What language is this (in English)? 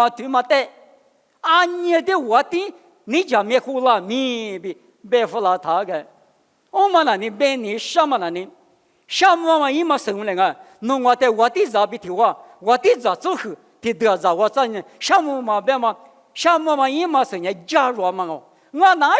Lisu